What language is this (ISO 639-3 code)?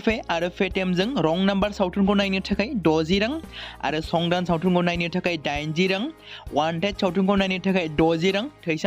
brx